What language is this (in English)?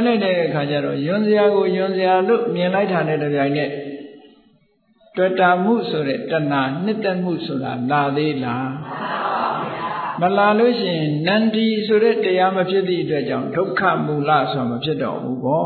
Burmese